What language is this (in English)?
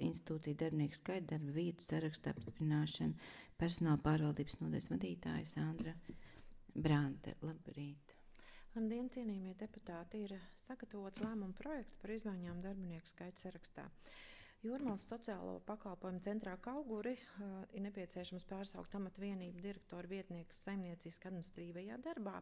Latvian